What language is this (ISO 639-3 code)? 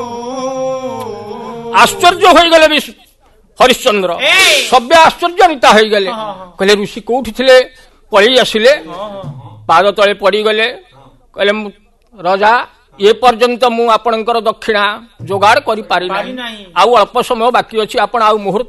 ori